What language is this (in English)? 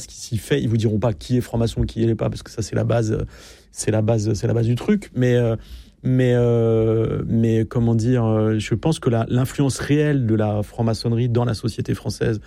French